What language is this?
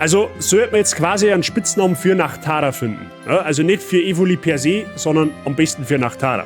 Bavarian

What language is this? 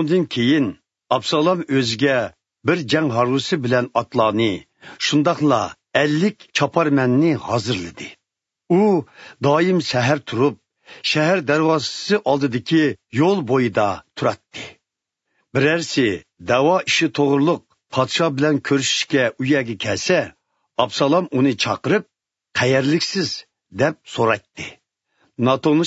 Uyghur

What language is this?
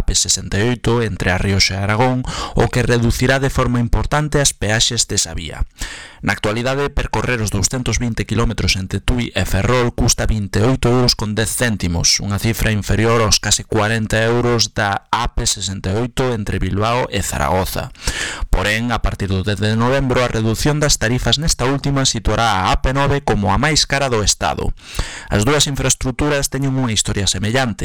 Galician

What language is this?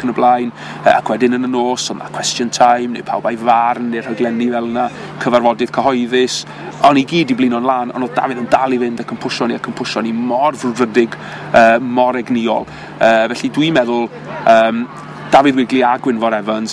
Welsh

